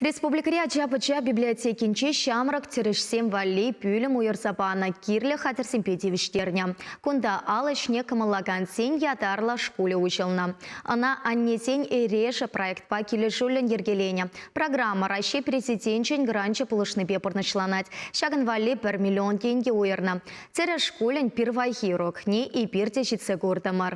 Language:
Chuvash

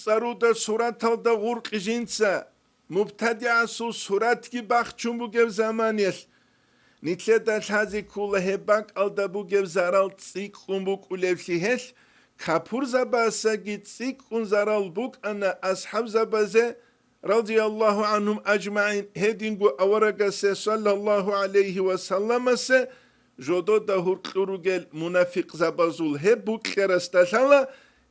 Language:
Avaric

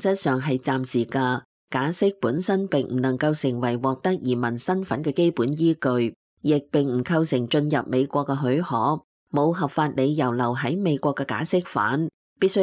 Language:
Cantonese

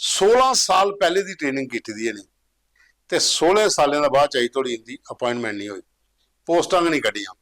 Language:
Dogri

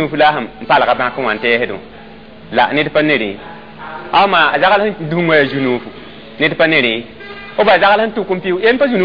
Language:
Mossi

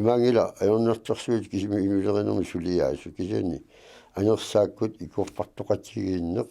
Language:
Kalaallisut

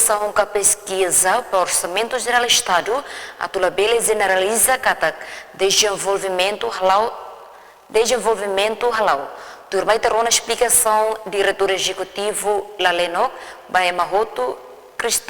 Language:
Tetum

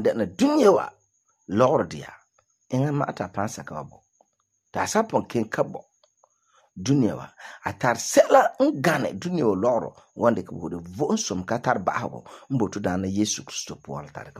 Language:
Frafra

